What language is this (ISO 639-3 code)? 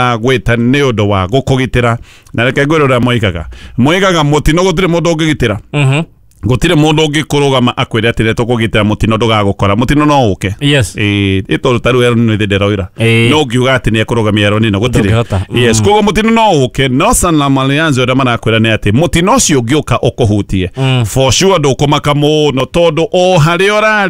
kik